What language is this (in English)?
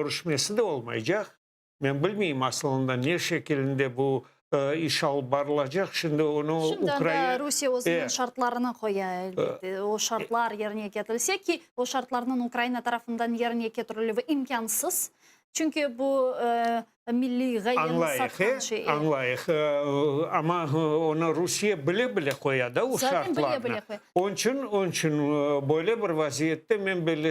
Crimean Tatar